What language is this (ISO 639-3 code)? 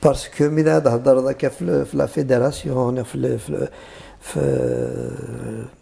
kab